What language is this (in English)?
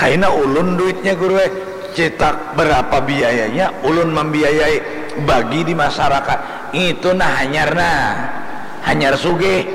Banjar